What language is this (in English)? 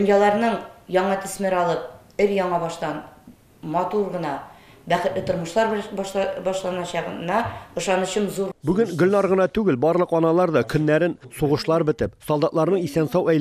Tatar